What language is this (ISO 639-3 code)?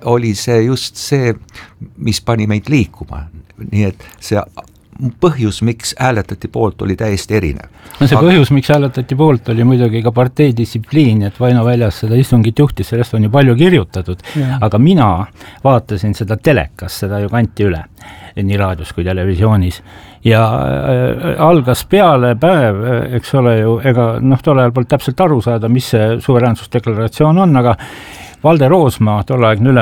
est